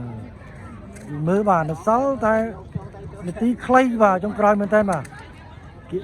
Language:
Khmer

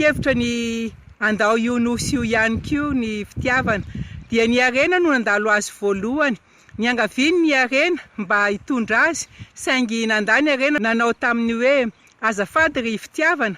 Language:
Malagasy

